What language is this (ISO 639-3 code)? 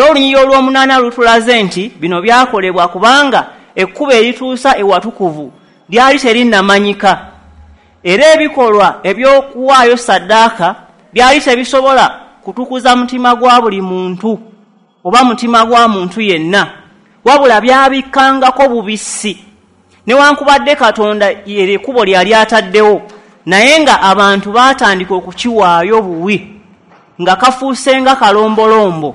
lug